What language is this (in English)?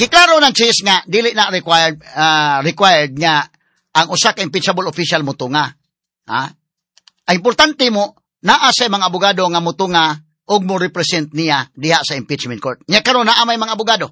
Cebuano